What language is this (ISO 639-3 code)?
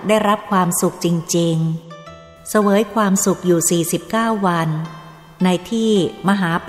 tha